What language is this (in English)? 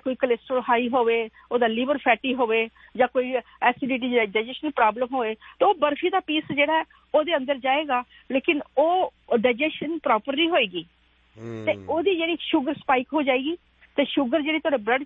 Punjabi